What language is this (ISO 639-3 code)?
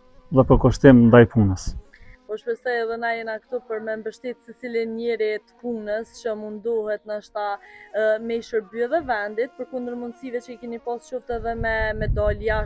sqi